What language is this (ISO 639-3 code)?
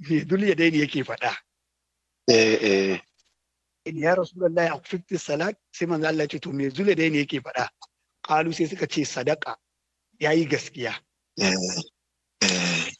hau